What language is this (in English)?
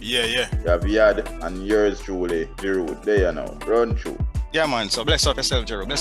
Jamaican Creole English